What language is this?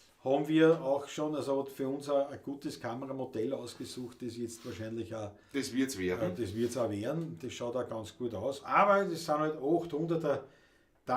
Bavarian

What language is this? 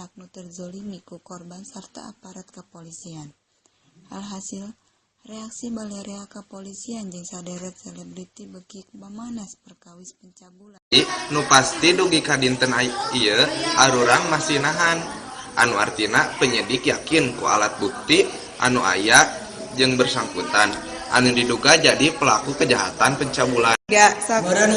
Sundanese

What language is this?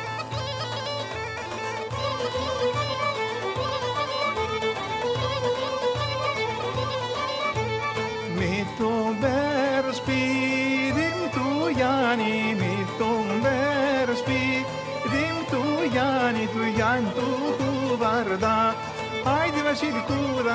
Greek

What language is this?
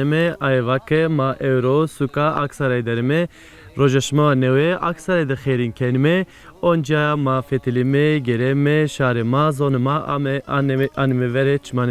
Zaza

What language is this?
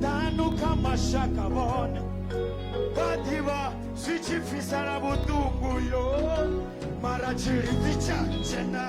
Venda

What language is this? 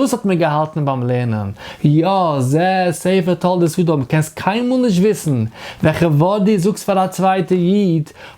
Yiddish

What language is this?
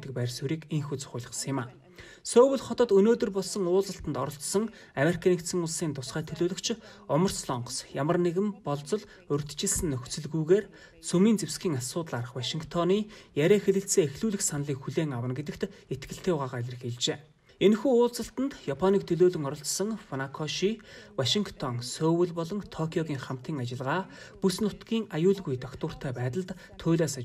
Mongolian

